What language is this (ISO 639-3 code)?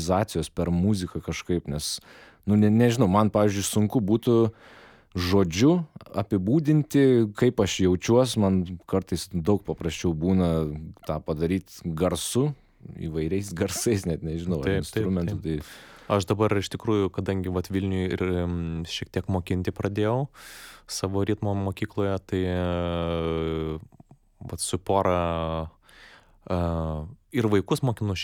lit